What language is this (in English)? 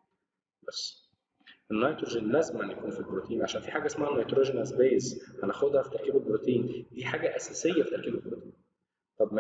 Egyptian Arabic